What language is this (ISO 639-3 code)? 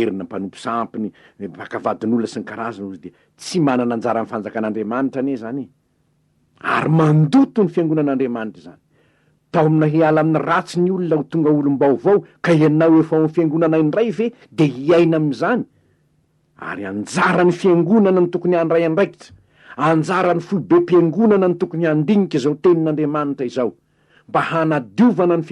mlg